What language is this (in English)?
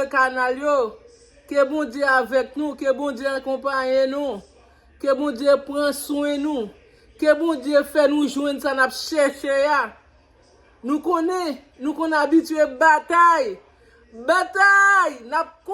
Haitian Creole